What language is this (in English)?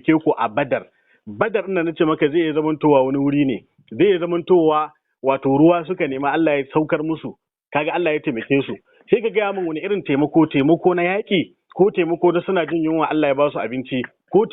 Hausa